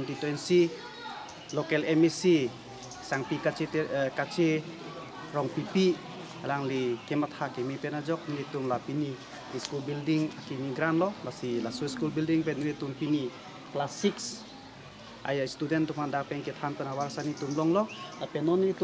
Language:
Karbi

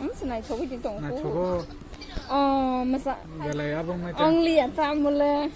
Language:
Kok Borok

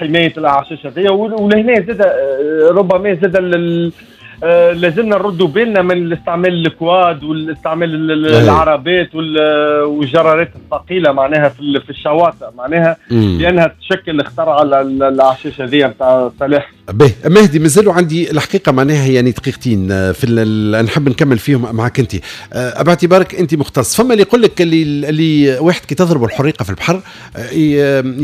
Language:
Tunisian Arabic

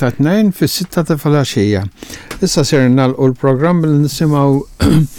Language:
Maltese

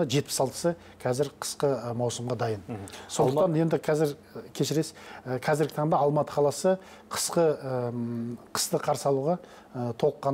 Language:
Kazakh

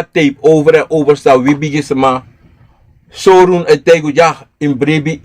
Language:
Sranan Tongo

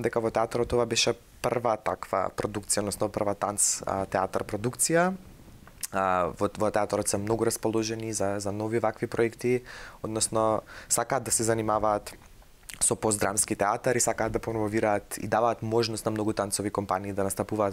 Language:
Macedonian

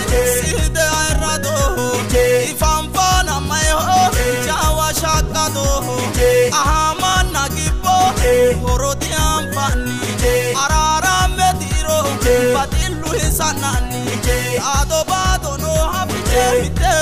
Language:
Sidamo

